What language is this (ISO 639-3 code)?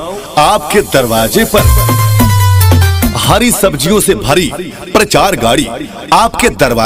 hin